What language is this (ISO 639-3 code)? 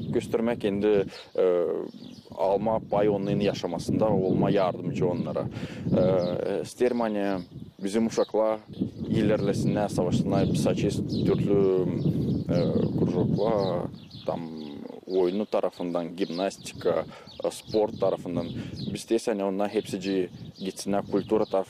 gag